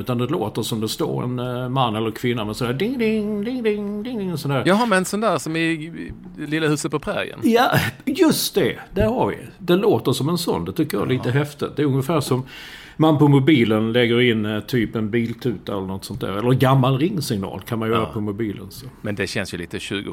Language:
Swedish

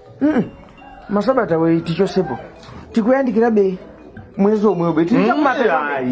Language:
Nyanja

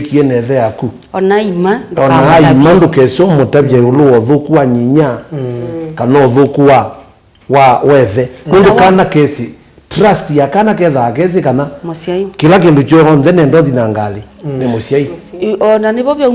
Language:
Kamba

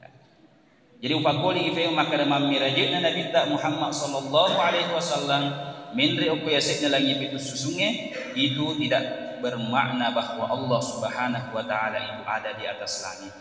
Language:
Buginese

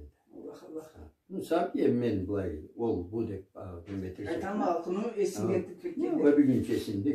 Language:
Karachay-Balkar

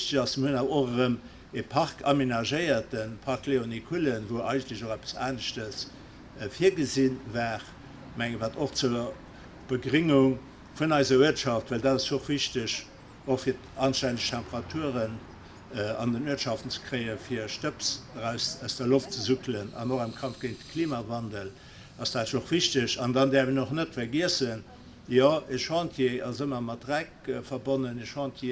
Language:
Luxembourgish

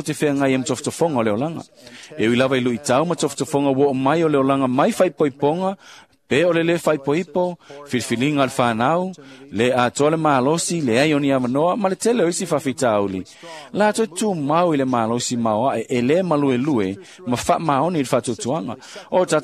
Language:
Samoan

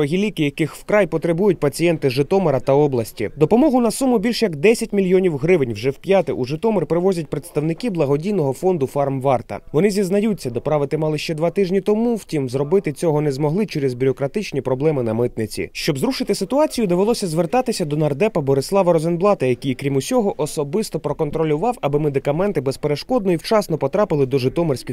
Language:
Ukrainian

